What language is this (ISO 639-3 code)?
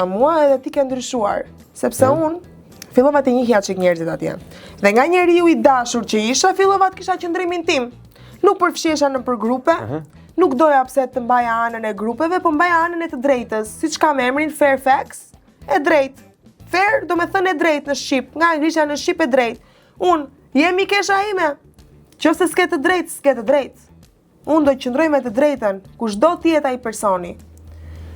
sqi